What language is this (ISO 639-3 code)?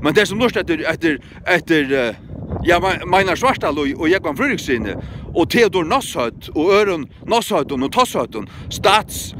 fao